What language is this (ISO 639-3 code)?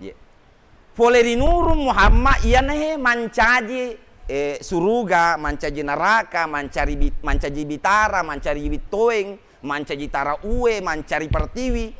bug